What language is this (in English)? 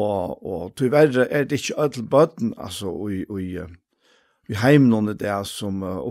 Faroese